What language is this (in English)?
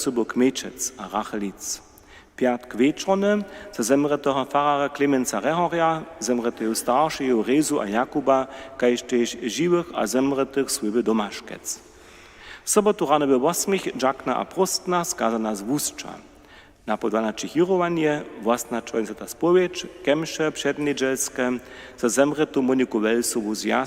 Upper Sorbian